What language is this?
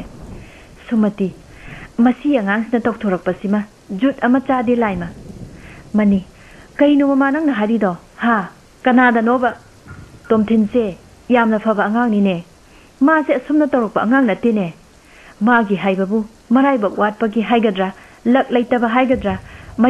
Manipuri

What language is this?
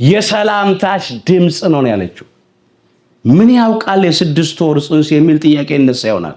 Amharic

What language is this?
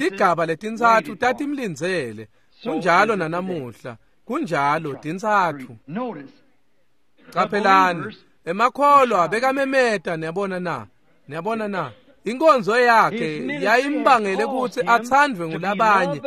Swati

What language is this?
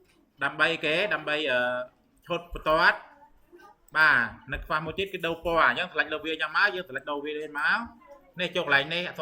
Khmer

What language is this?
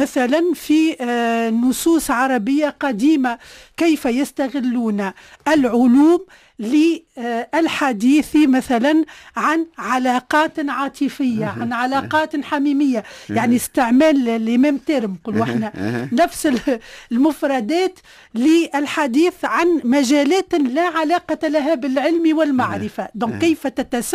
Tunisian Arabic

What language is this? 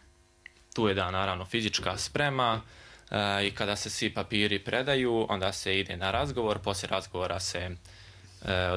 Bosnian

